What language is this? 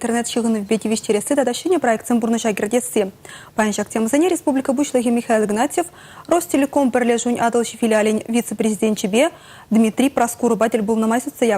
Chuvash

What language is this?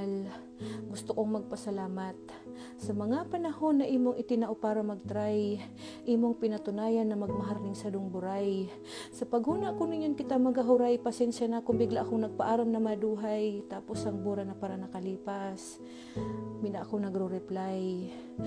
Bikol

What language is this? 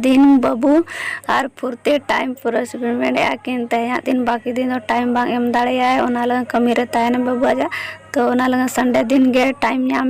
Santali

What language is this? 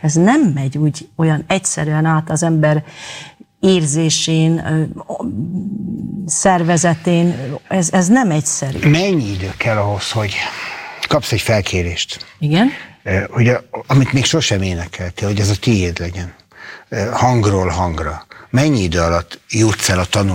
Hungarian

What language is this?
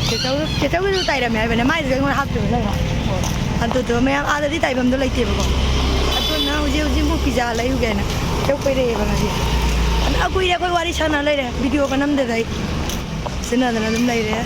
Manipuri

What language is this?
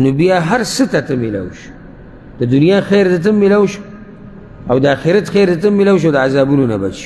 Pashto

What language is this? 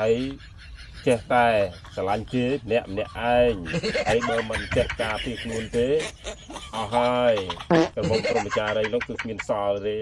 Khmer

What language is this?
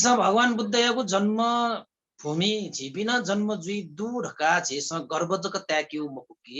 Newari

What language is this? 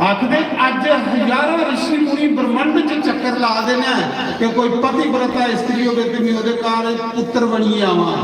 Dogri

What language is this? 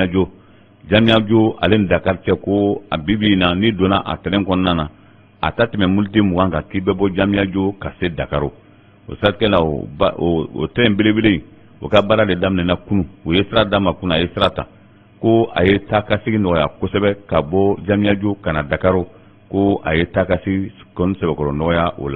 Bambara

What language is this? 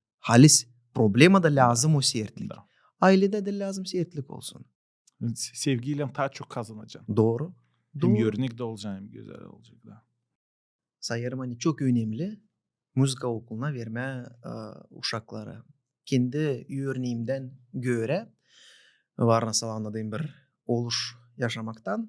Gagauz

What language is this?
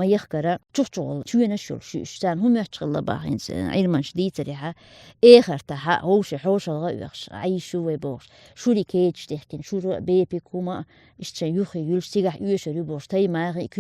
Chechen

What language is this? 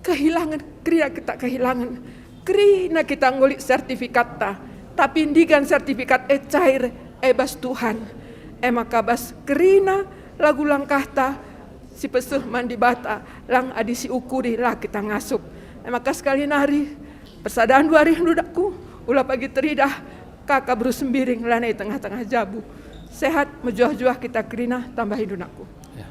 Batak Karo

